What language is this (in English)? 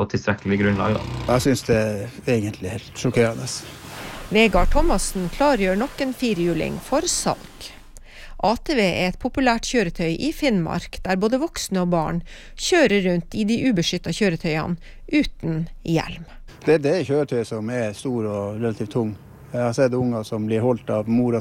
Norwegian